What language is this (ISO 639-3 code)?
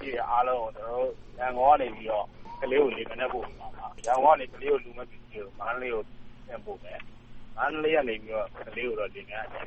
mya